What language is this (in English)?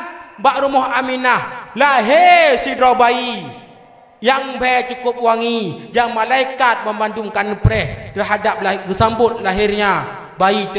Achinese